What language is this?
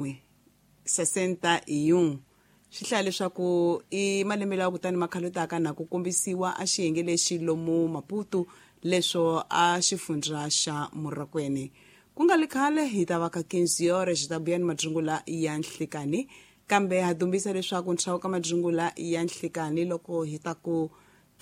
Tsonga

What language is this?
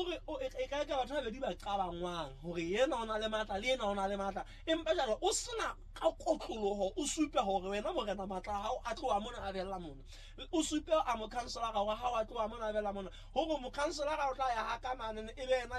Southern Sotho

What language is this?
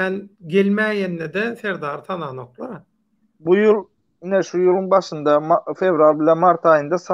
Turkmen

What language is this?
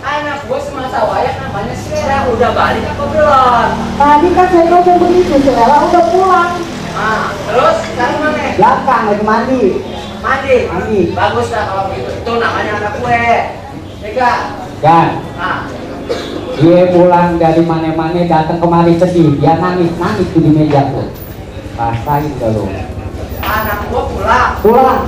Betawi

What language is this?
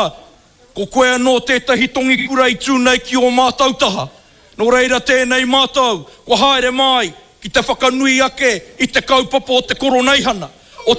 Māori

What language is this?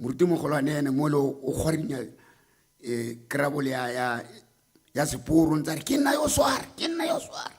Tswana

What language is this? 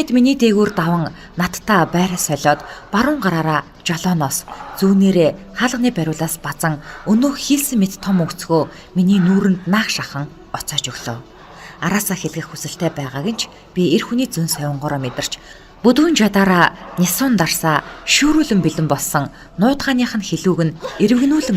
Mongolian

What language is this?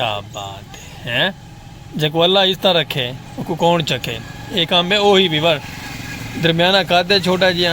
Saraiki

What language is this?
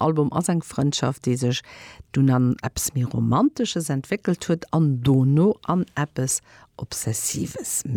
Luxembourgish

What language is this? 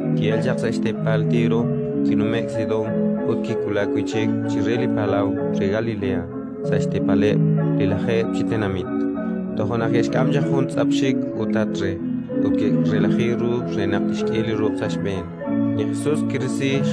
Kekchí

